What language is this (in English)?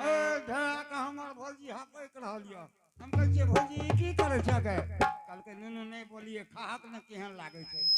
Angika